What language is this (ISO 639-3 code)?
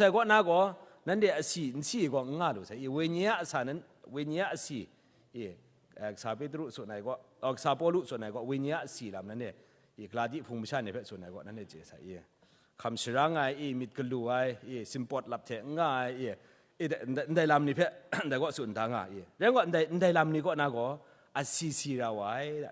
kac